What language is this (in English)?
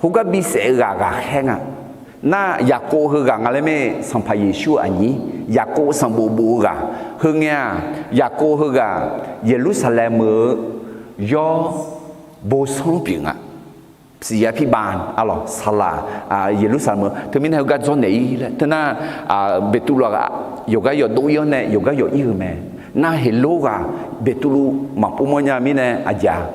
Akha